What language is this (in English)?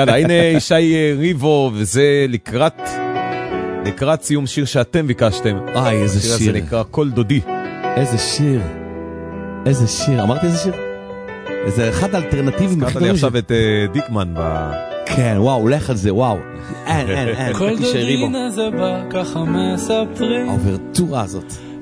Hebrew